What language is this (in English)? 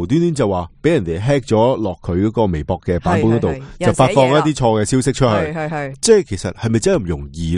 Cantonese